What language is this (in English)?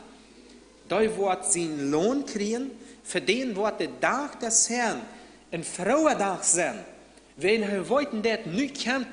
Plautdietsch